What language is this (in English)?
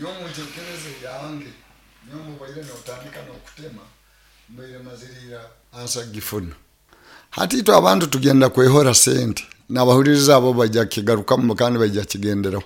Nyoro